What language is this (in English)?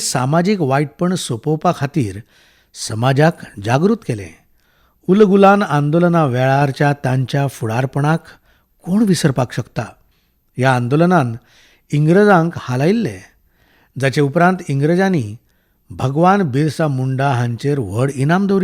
Konkani